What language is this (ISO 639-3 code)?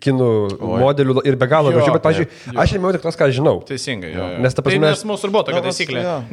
lit